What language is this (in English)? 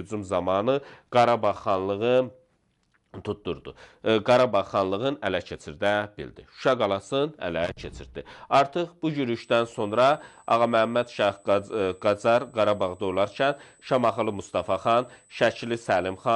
Azerbaijani